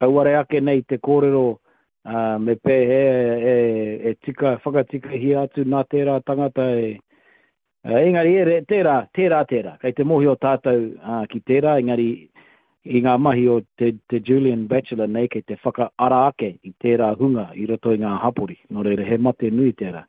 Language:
Māori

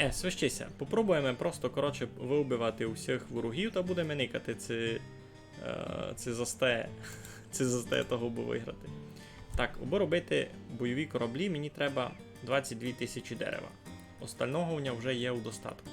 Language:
Rusyn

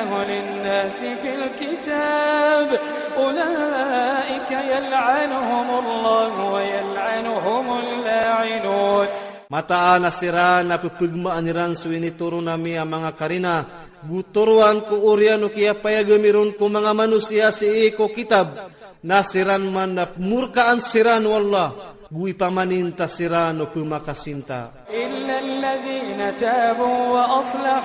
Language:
Iranun (Philippines)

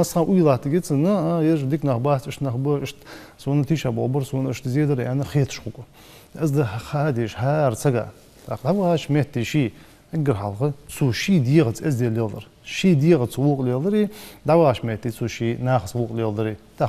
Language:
Ingush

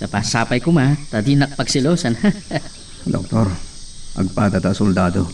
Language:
Iloko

